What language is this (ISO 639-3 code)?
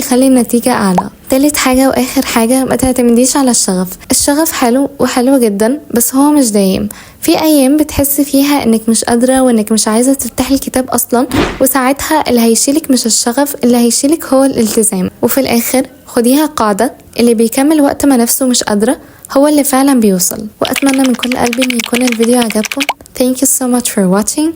arz